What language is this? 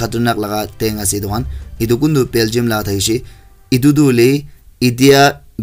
Naga Pidgin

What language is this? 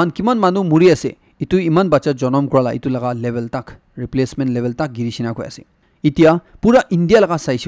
Naga Pidgin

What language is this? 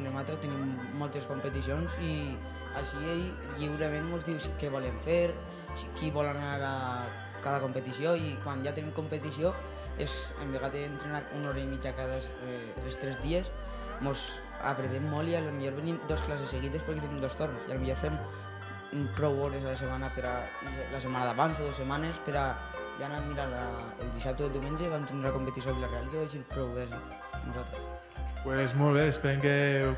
Catalan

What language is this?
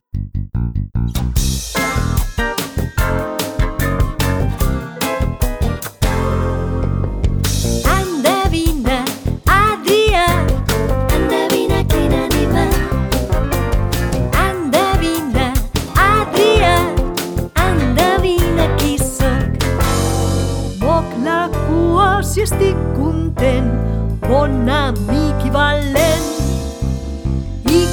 Catalan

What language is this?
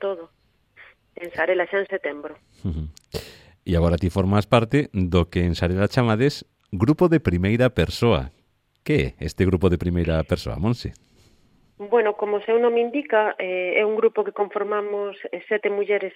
Galician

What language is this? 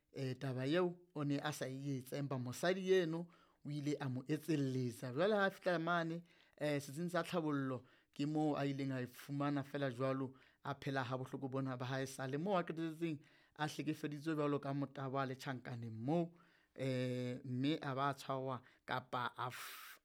Southern Sotho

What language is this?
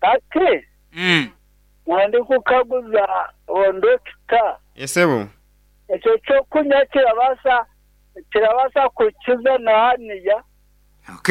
Nyankole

